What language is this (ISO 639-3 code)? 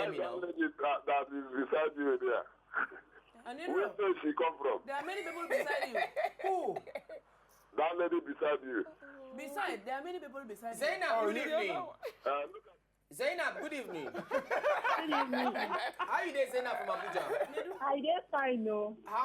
pcm